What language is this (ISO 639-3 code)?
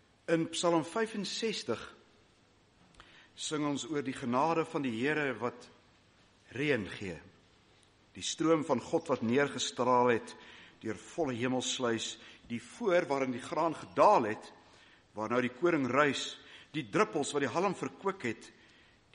afr